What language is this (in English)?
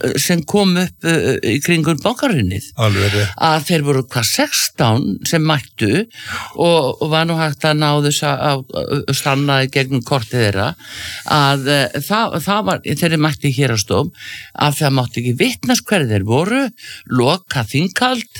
Icelandic